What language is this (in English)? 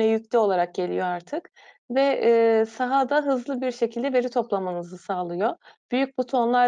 Turkish